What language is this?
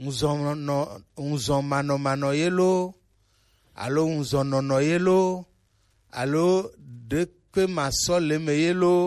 Gen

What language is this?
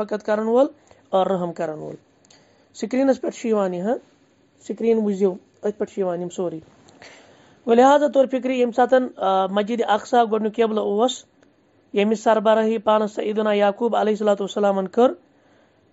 Kashmiri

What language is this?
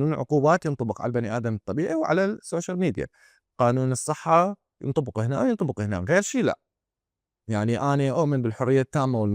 Mesopotamian Arabic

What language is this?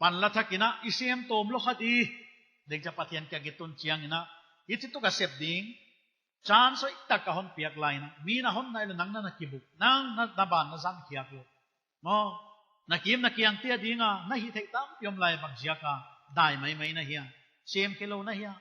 Paite Chin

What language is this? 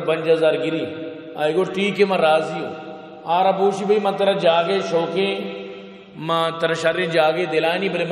Eastern Balochi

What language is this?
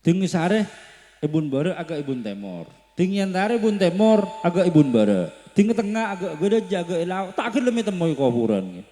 Madurese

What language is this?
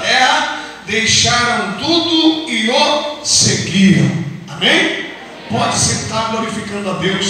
Portuguese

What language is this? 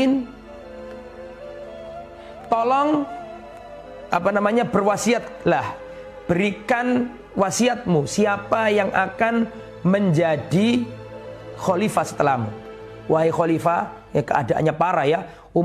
Indonesian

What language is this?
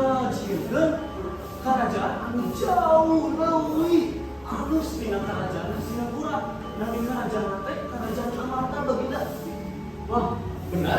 Sundanese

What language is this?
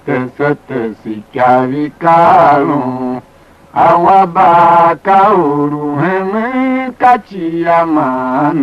Tiv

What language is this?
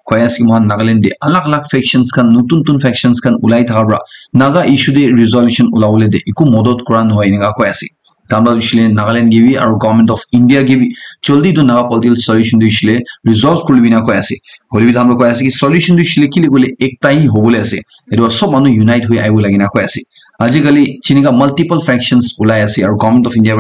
Naga Pidgin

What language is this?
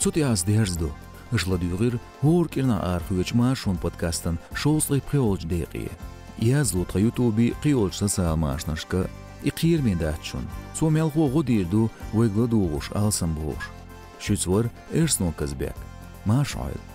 Chechen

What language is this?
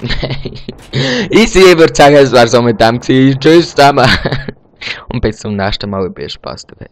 Swiss German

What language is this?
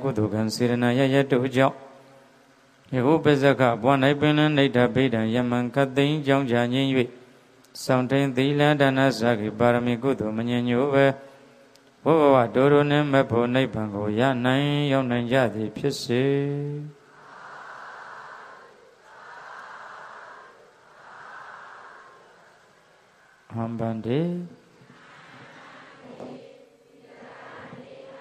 Burmese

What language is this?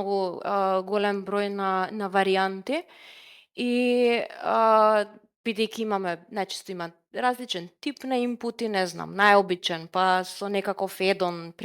Macedonian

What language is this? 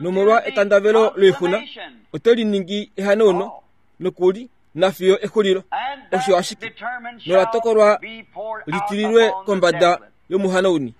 Kuanyama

